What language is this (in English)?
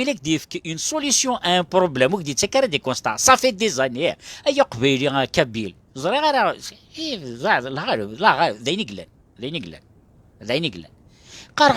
Kabyle